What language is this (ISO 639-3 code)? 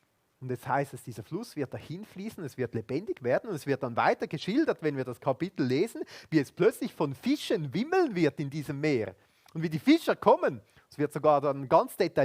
gsw